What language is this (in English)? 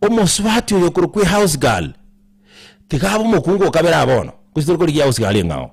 Gusii